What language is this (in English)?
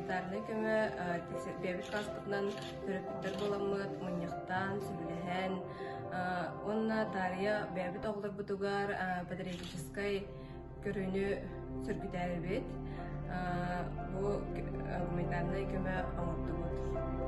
Yakut